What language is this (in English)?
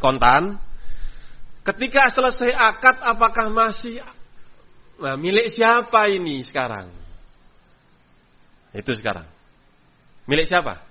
Indonesian